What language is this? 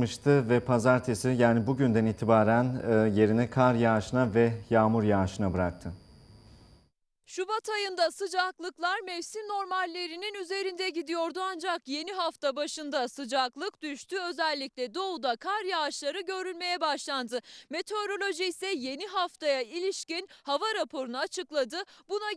Turkish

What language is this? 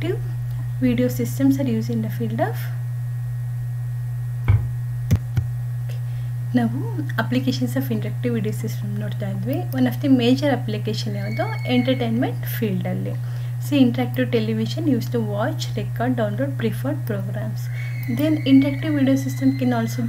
Kannada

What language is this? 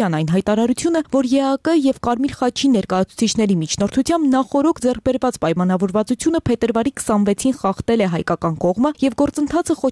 Armenian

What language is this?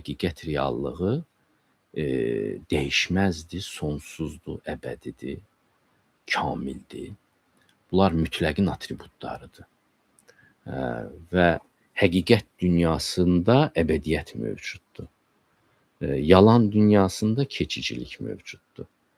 Azerbaijani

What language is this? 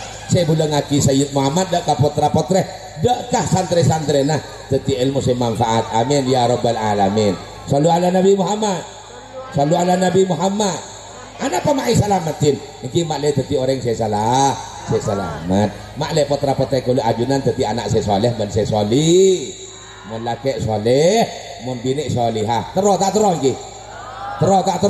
Madurese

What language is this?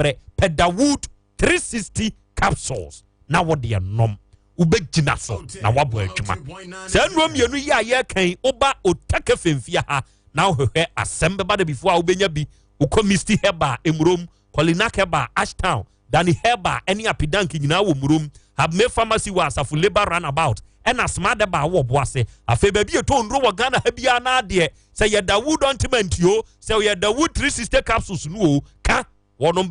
Akan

